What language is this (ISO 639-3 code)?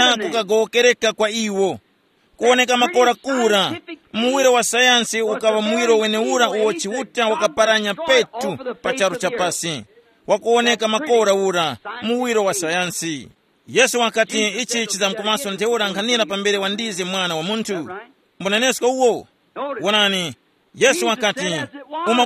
tum